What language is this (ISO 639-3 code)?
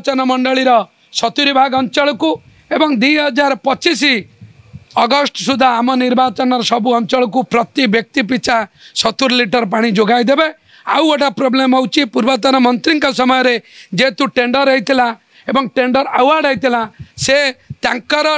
ori